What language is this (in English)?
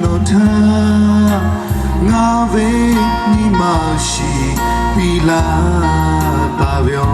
Lahu